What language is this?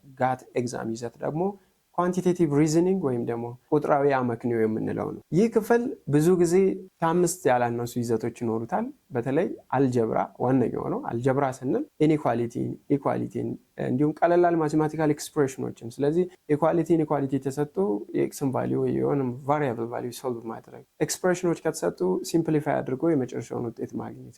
Amharic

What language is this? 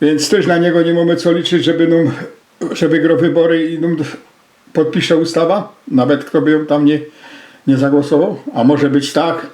Silesian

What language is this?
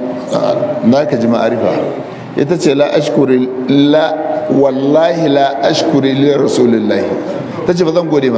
Hausa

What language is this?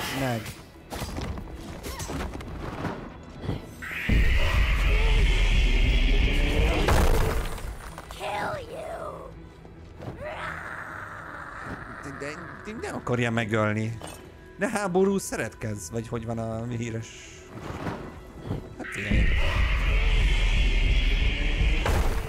Hungarian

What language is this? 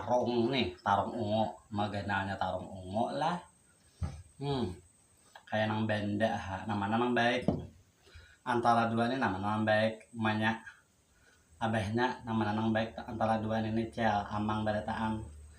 Banjar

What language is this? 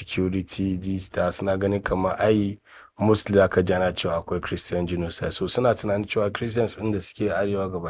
Hausa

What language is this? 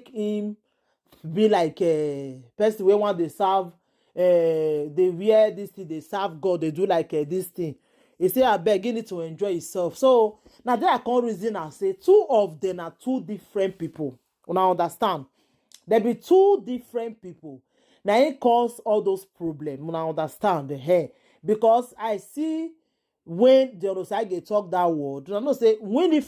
Nigerian Pidgin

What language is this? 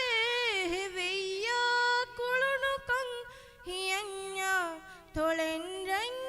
Divehi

